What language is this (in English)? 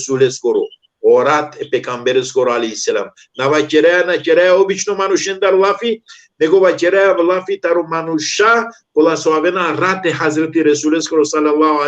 Balkan Romani